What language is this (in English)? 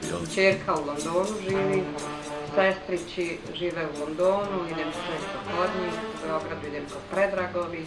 Bosnian